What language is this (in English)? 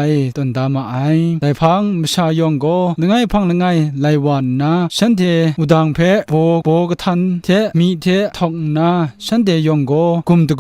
Kachin